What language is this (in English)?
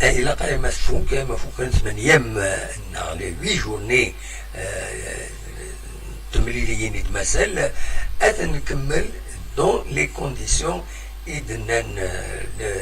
Kabyle